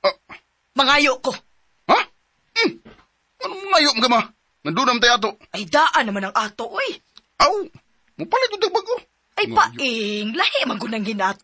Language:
Cebuano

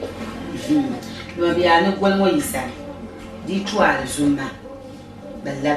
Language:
Dagbani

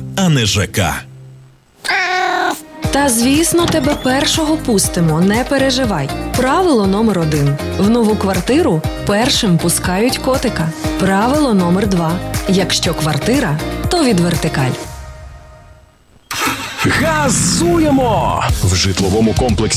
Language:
Ukrainian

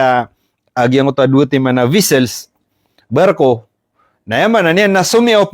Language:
Maranao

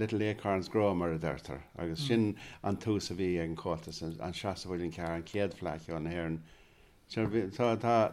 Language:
Irish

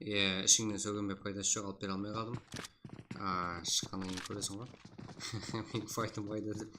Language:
Kara-Kalpak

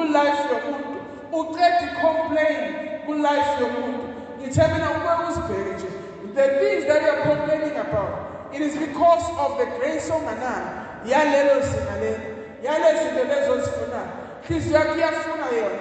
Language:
Zulu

